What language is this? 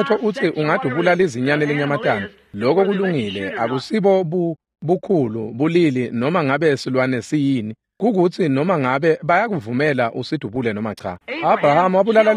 Swati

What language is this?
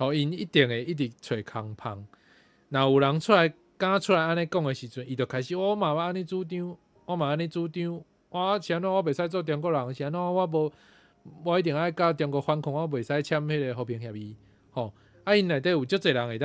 Min Nan Chinese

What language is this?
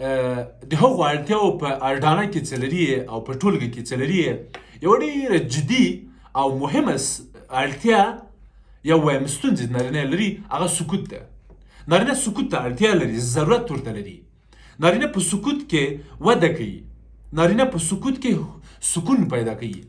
Pashto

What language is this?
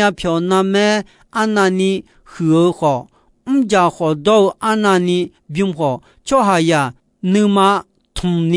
Akha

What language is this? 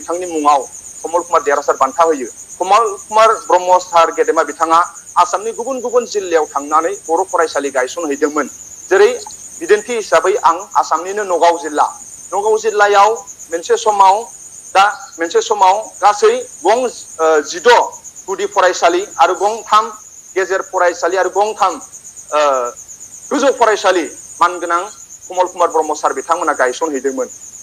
Bodo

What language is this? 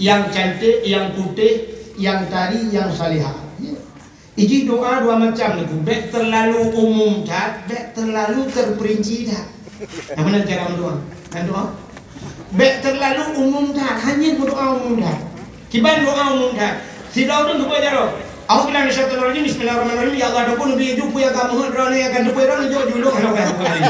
Achinese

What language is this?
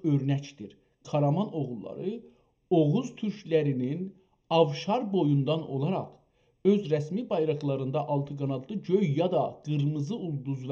South Azerbaijani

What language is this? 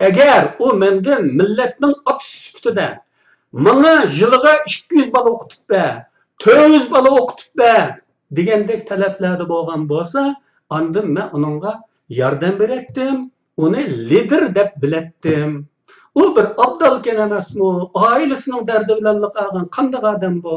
Uyghur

